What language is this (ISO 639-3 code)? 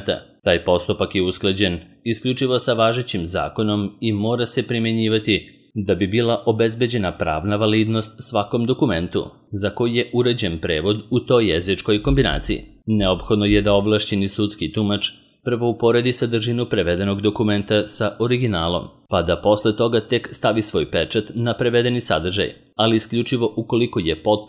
srp